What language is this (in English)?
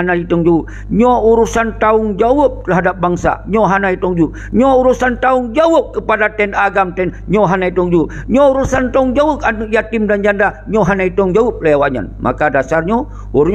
Achinese